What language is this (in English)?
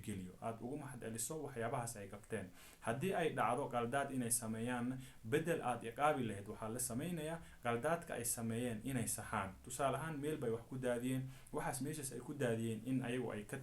Somali